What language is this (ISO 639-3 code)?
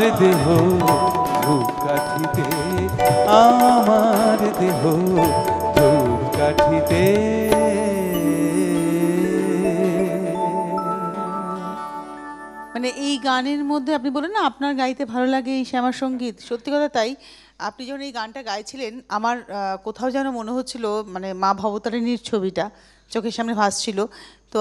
ben